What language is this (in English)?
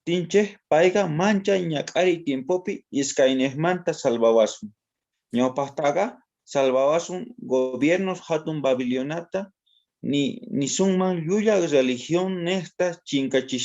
South Bolivian Quechua